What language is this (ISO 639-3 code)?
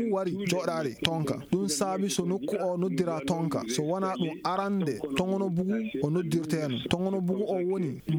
fuv